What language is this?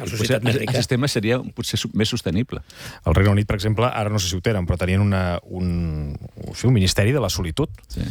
Catalan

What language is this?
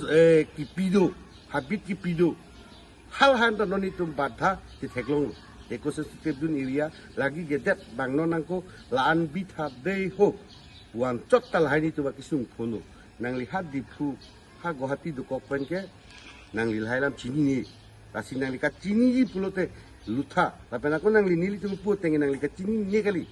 Karbi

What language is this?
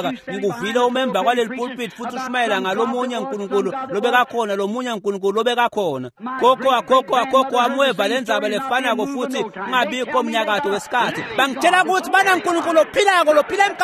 Swati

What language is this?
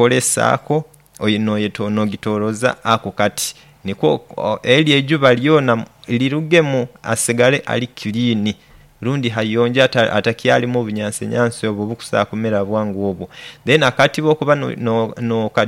Nyoro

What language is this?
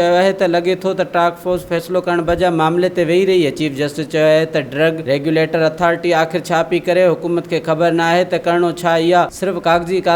Sindhi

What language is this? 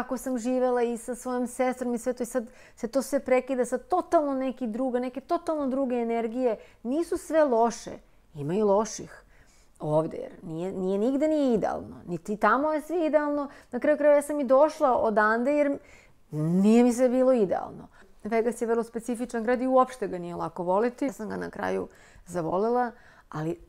Serbian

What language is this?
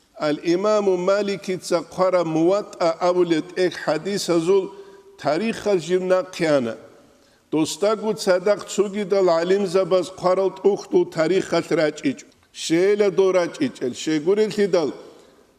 Avaric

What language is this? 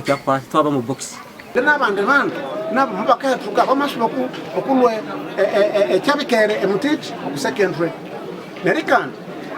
Nyankole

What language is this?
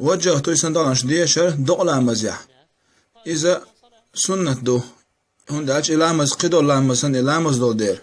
Chechen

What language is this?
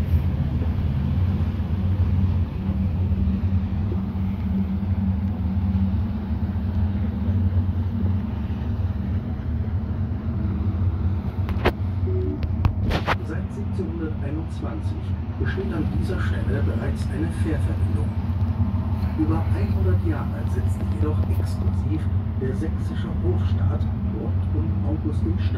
German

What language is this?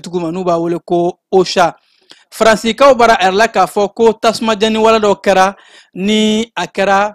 Bambara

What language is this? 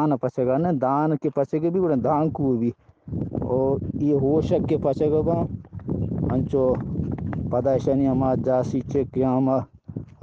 Eastern Balochi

